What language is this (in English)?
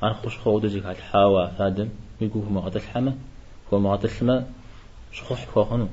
Kabardian